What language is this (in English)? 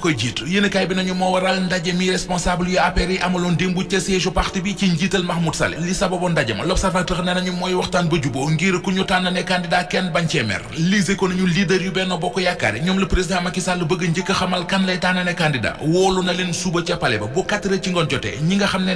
Wolof